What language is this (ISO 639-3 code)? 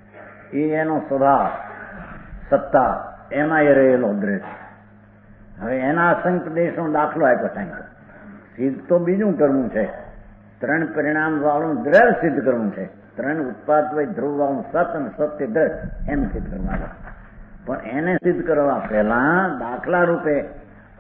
guj